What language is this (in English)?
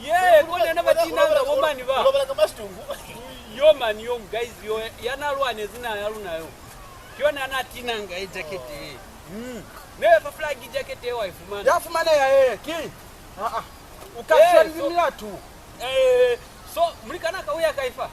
Lozi